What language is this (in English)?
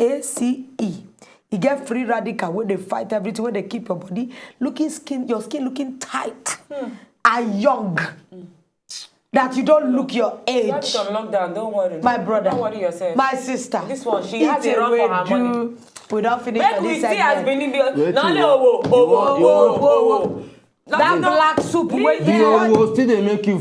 Nigerian Pidgin